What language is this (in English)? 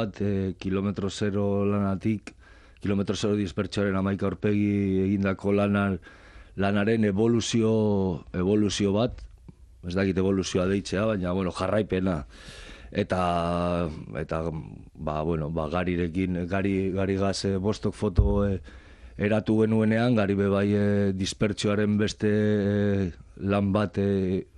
Basque